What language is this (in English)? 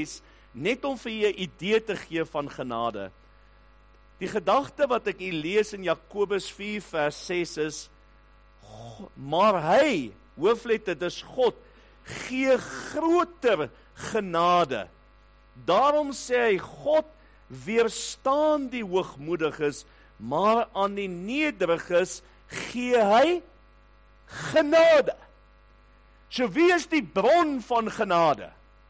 Afrikaans